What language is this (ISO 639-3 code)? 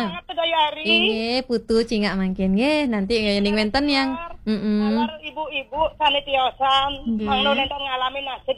ban